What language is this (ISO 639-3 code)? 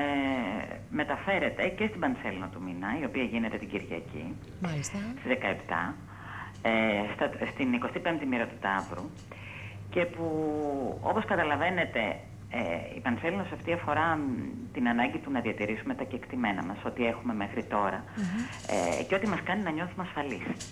ell